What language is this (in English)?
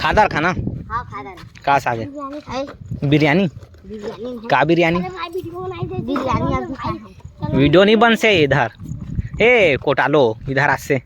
Chhattisgarhi